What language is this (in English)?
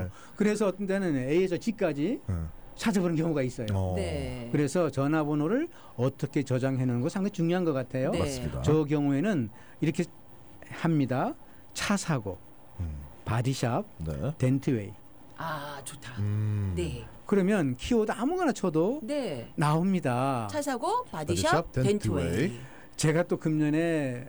Korean